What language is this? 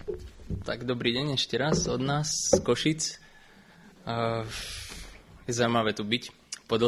Slovak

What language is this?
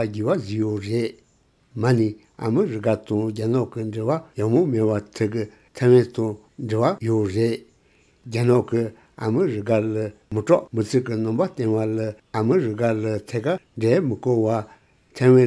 Tibetan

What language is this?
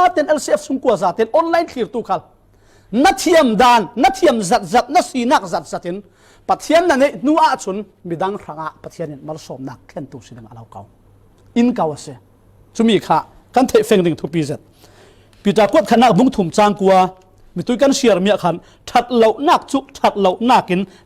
Falam Chin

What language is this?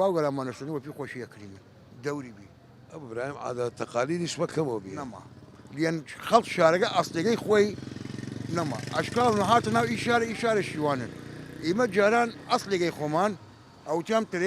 Southern Kurdish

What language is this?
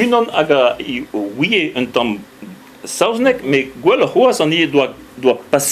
Breton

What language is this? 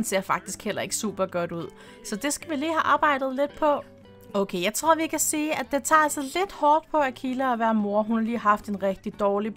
Danish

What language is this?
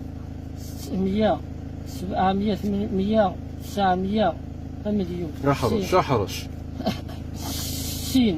Kabyle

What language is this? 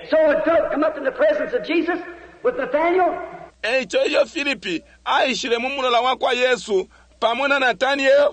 Bemba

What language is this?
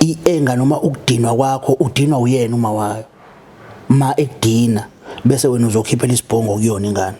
Zulu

